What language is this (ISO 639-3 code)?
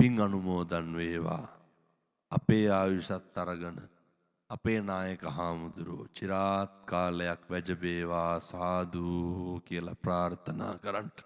sin